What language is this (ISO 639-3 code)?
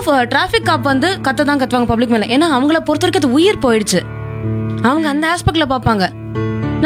tam